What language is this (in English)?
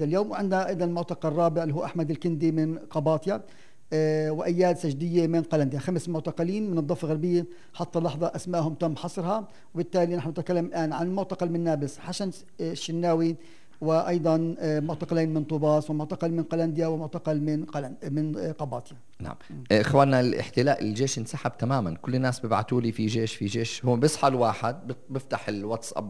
North Levantine Arabic